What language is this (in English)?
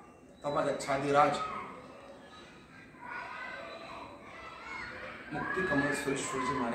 Gujarati